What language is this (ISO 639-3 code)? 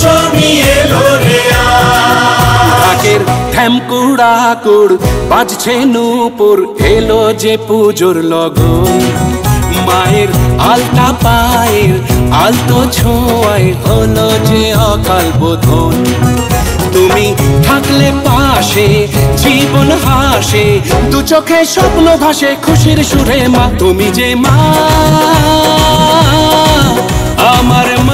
ben